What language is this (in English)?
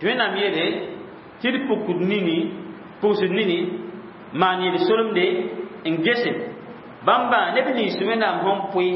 Mossi